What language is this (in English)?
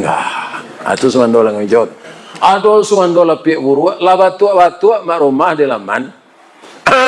Minangkabau